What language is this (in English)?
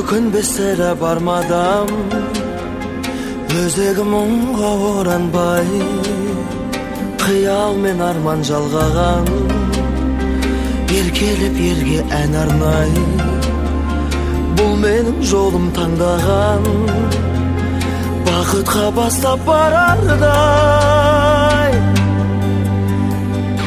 Kazakh